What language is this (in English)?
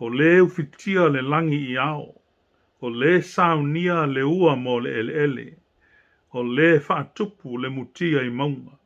Samoan